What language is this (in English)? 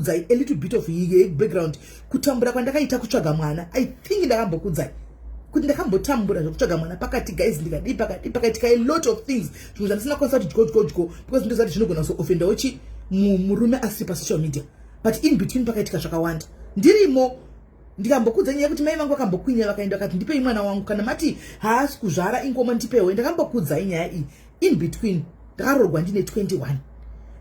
Shona